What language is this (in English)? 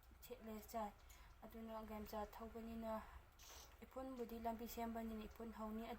Manipuri